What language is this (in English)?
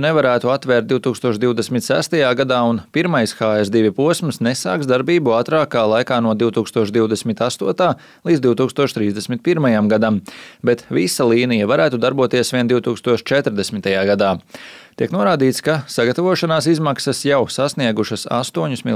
Latvian